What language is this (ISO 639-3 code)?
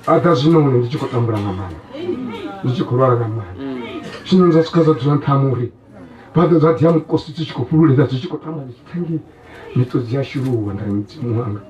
ven